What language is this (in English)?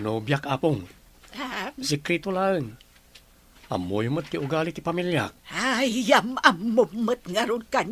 Iloko